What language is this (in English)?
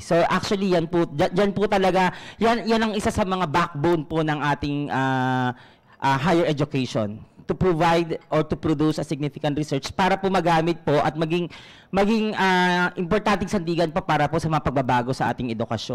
Filipino